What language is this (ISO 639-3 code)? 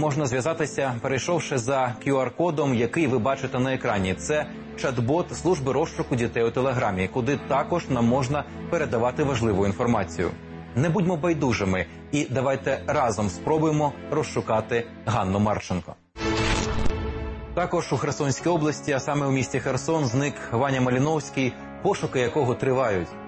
ukr